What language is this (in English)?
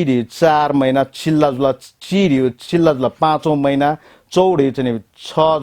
Newari